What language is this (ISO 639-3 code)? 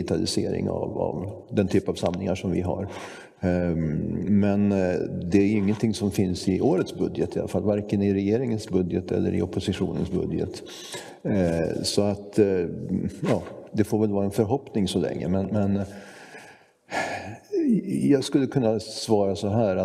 swe